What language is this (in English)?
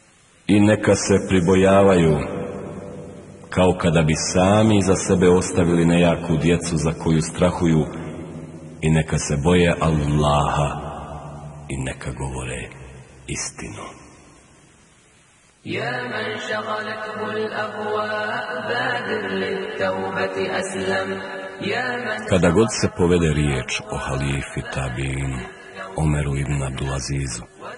Bosnian